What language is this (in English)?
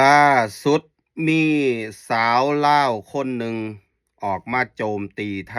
Lao